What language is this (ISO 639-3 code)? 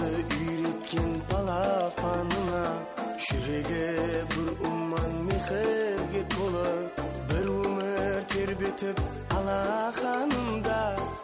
kaa